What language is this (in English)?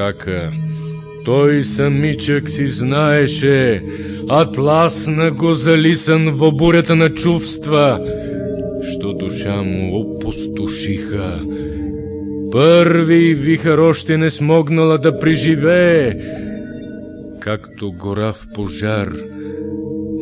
Bulgarian